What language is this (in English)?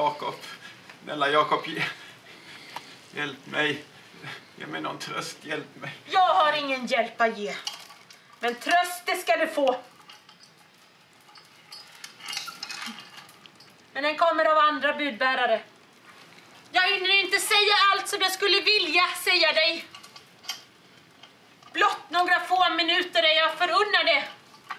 Swedish